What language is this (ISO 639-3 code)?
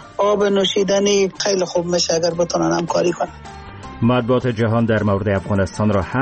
fas